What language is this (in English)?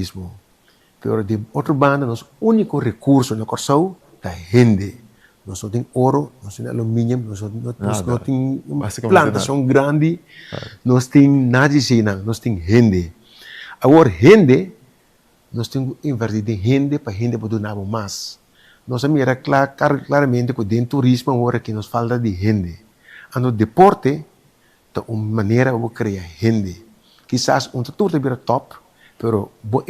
Papiamento